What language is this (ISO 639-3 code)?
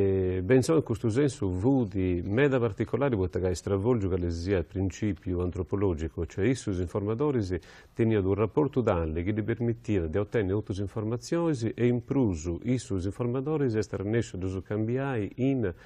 srd